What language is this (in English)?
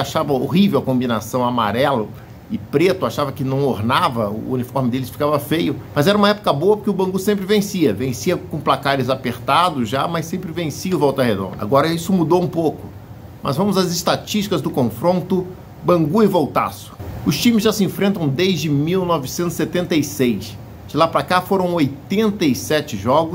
Portuguese